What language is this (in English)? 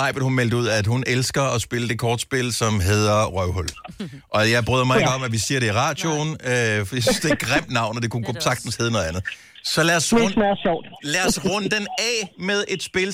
Danish